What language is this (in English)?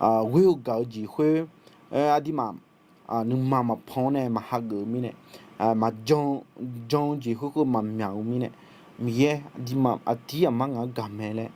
Akha